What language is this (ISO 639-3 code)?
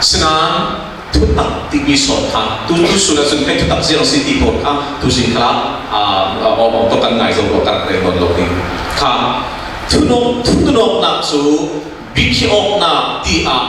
cfm